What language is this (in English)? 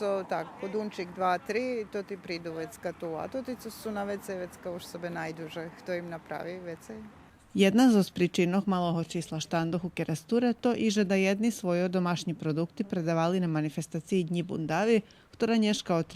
Rusyn